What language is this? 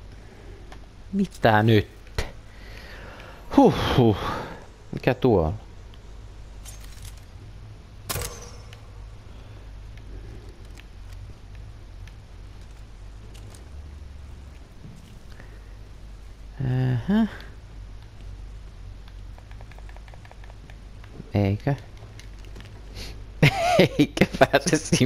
Finnish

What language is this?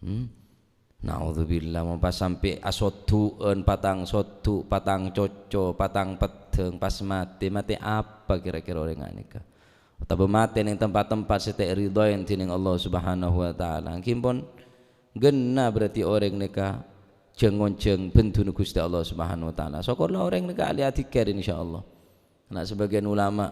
Madurese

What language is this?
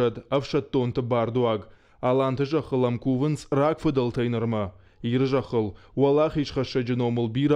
Ossetic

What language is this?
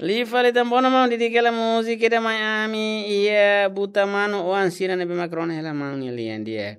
Tetum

